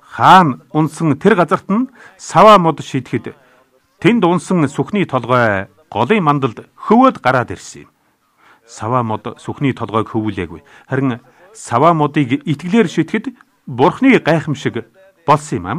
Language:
Mongolian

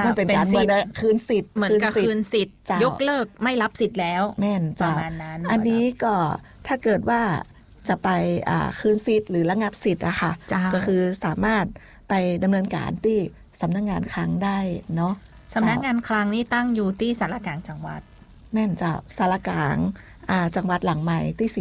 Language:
Thai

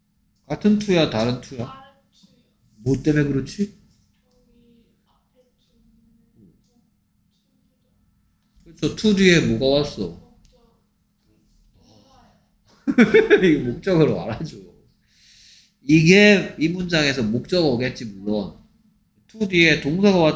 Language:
Korean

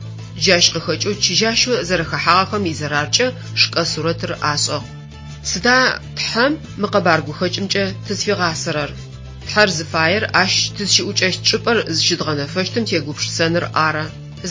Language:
Adyghe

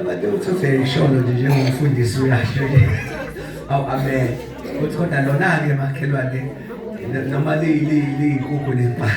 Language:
Zulu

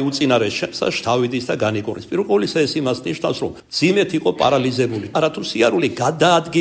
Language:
Georgian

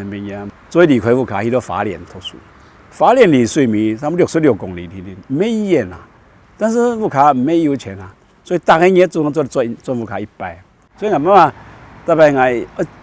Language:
Hakka Chinese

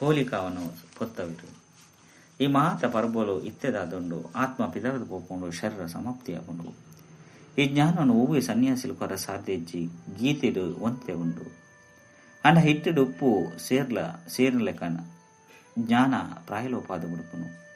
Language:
Tulu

